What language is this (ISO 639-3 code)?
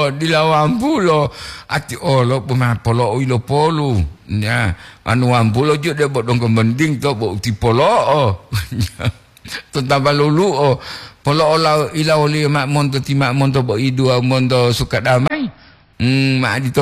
gor